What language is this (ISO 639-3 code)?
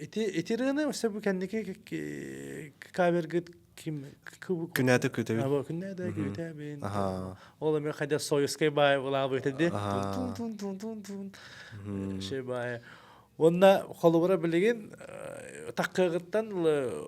sah